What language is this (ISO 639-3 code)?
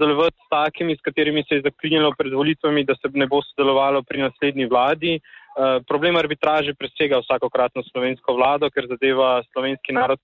slv